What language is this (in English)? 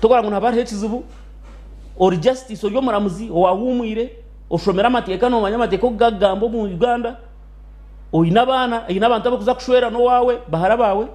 Nyankole